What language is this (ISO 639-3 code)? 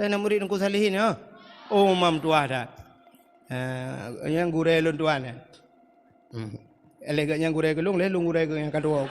ace